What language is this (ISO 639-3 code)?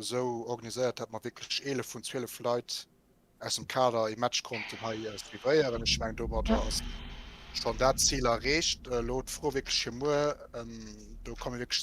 ltz